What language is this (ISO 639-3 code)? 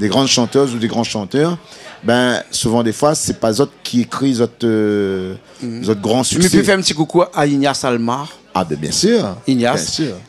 rcf